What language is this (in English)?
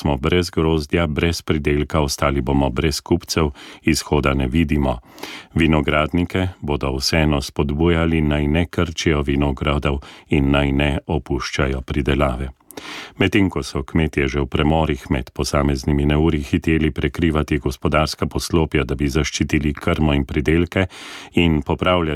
Slovenian